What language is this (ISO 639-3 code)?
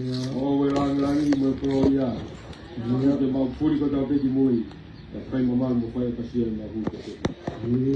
ton